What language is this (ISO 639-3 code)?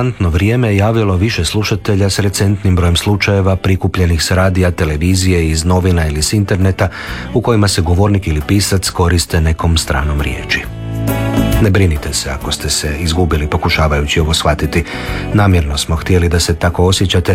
hrv